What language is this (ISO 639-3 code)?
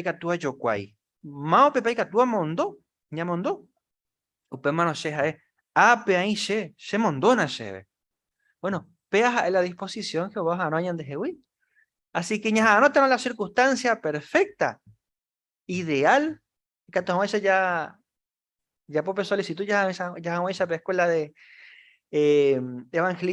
grn